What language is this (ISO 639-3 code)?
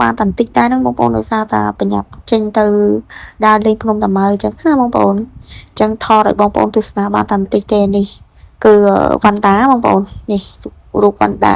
khm